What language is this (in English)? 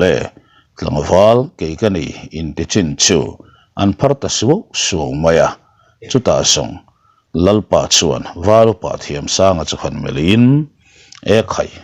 Mizo